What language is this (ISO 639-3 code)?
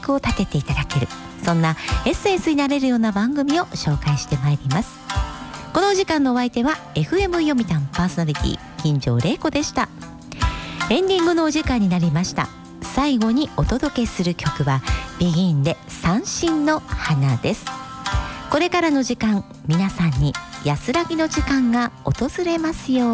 jpn